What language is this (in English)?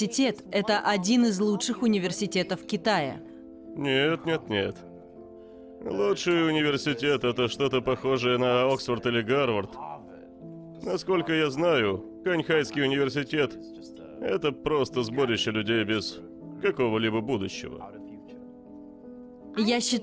Russian